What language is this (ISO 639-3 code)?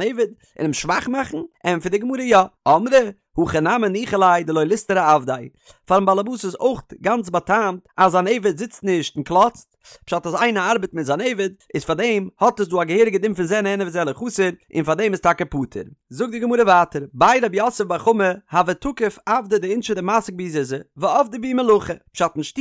yid